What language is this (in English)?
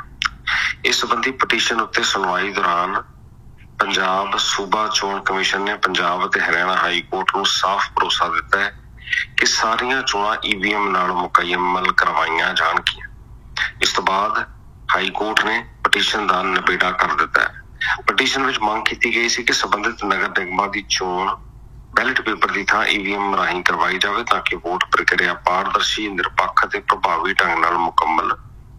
Punjabi